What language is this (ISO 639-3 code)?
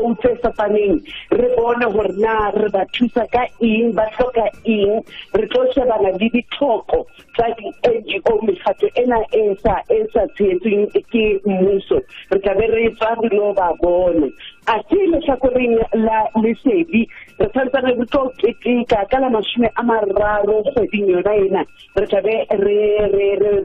tsn